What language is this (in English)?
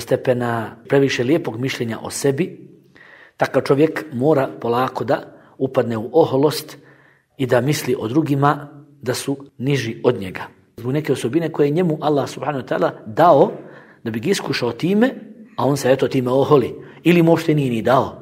Bosnian